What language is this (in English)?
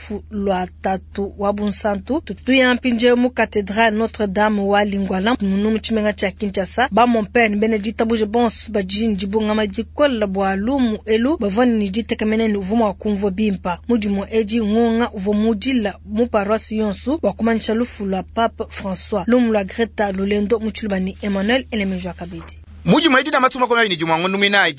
Luba-Lulua